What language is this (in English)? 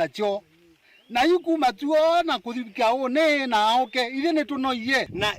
Kamba